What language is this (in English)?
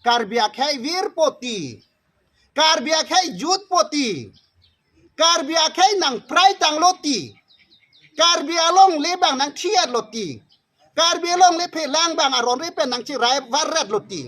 Karbi